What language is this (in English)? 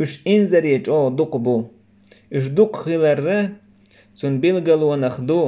Chechen